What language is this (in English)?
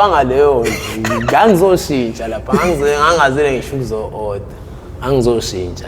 Zulu